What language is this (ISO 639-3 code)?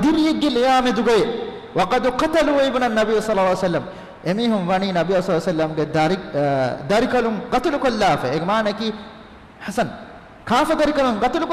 div